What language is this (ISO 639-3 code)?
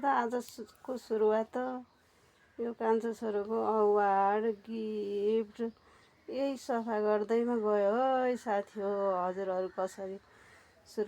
nep